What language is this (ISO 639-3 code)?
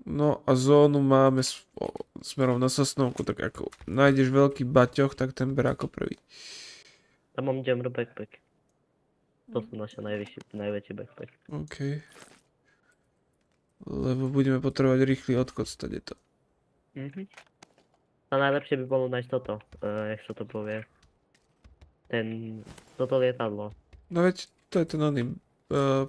slk